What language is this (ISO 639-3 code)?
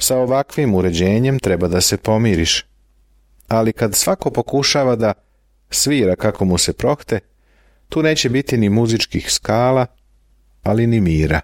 srp